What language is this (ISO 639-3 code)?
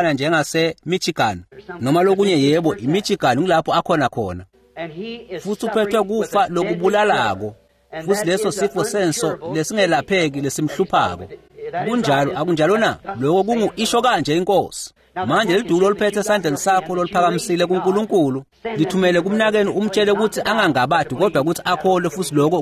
ssw